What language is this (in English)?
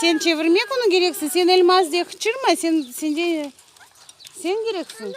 Crimean Tatar